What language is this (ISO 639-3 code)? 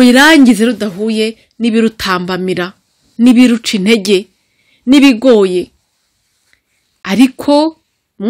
kin